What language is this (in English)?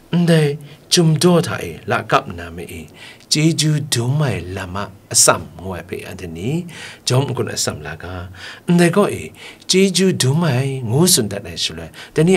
Kachin